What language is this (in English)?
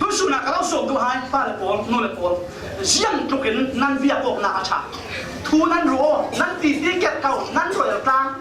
Falam Chin